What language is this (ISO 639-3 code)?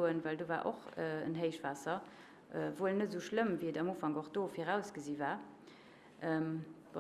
ltz